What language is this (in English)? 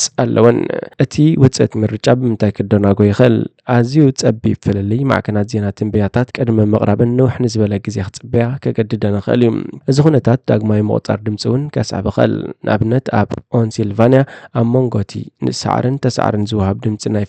Tigrinya